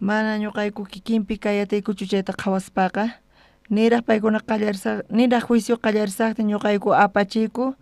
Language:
South Bolivian Quechua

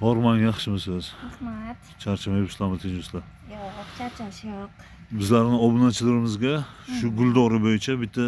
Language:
Uzbek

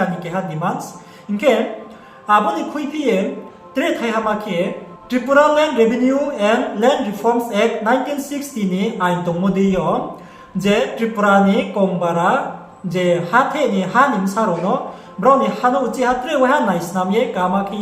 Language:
Riang (India)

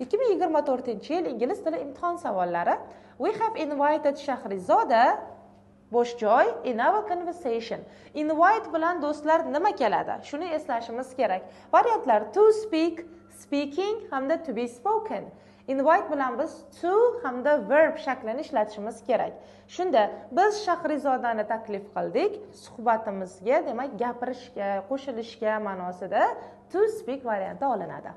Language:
Uzbek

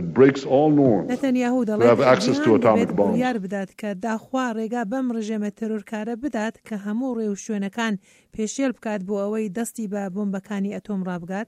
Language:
Central Kurdish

